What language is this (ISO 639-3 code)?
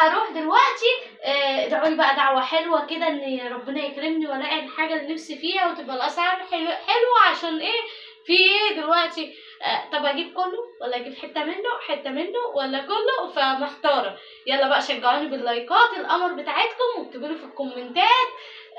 arz